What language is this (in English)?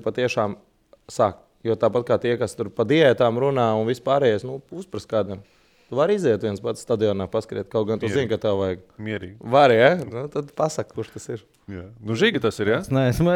Latvian